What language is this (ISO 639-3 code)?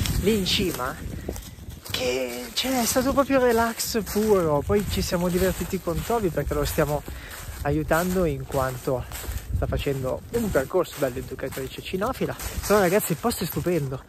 ita